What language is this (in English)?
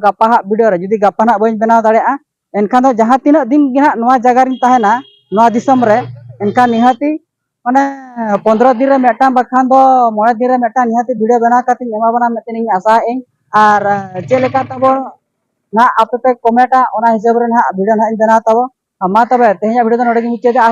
Santali